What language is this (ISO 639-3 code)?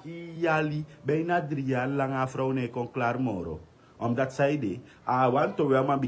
srn